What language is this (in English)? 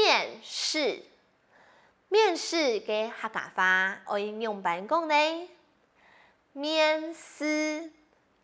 Hakka Chinese